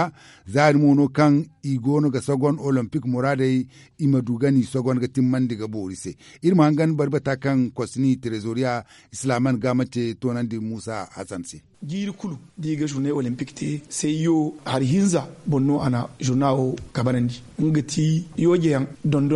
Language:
Zarma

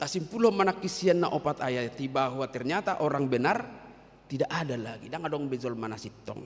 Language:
Batak Toba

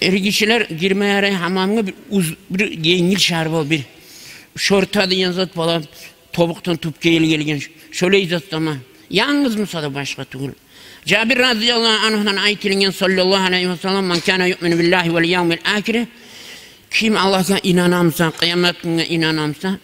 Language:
Kumyk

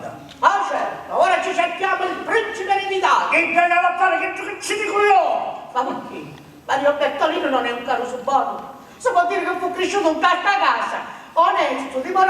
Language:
Sicilian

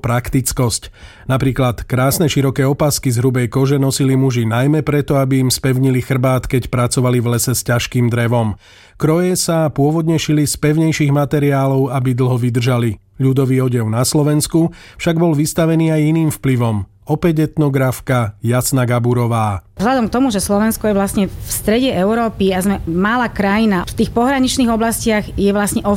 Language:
Slovak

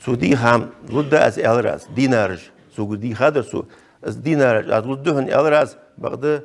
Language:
Ingush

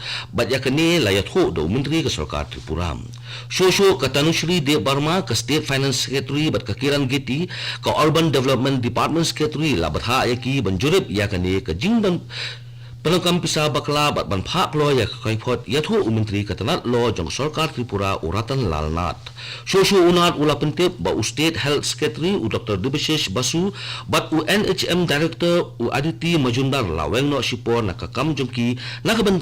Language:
Khasi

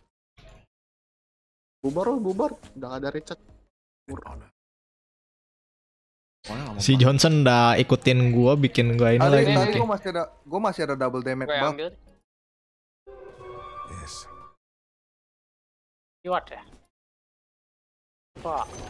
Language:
Indonesian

